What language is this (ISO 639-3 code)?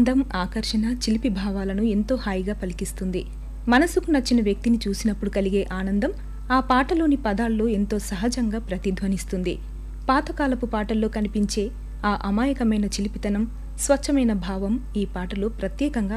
tel